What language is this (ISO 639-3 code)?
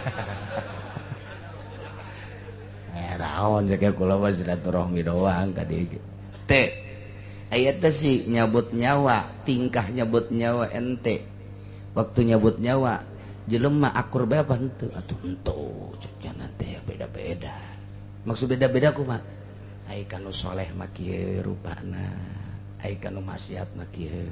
sun